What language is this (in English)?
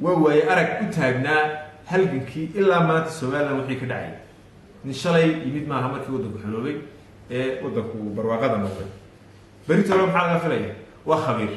Somali